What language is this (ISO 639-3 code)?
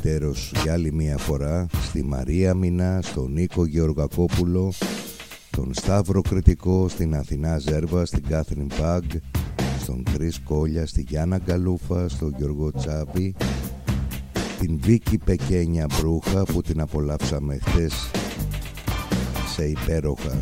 ell